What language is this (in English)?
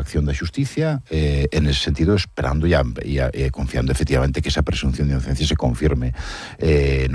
Galician